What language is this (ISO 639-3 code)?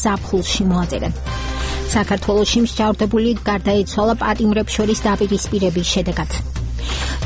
kat